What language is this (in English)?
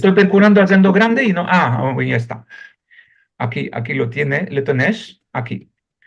Ladino